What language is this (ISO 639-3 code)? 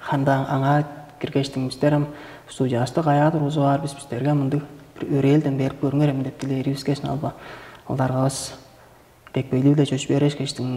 tyv